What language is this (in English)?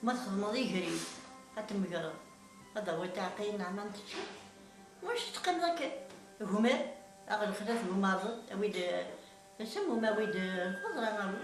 Kabyle